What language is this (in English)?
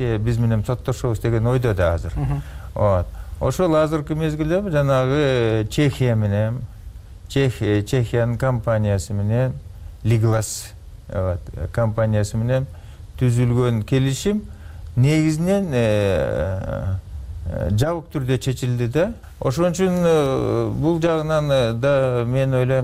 Kyrgyz